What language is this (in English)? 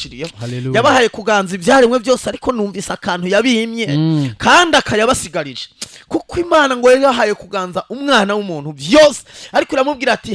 Rundi